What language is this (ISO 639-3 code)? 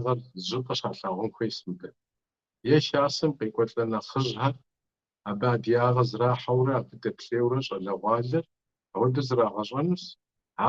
kbd